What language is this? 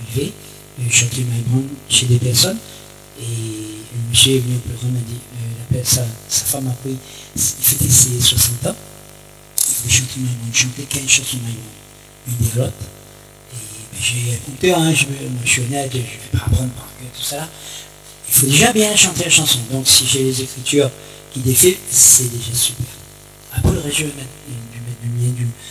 Réunion Creole French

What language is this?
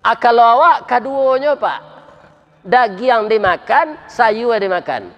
Minangkabau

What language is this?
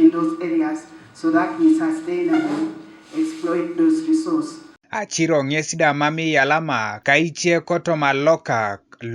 Teso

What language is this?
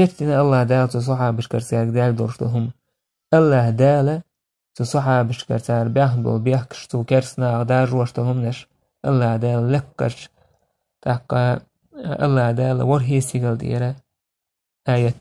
Chechen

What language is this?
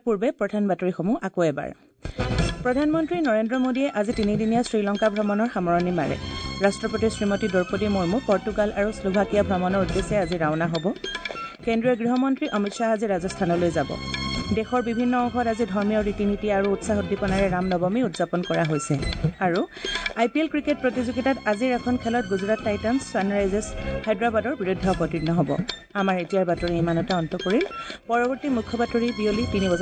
Assamese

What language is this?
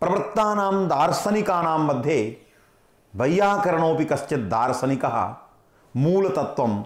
Sanskrit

